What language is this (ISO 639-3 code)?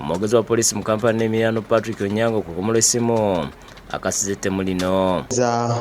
lug